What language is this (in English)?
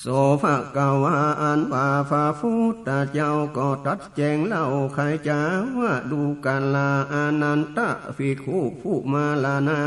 Northern Thai